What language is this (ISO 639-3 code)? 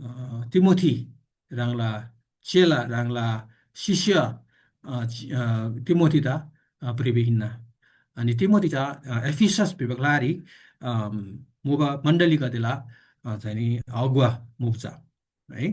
taj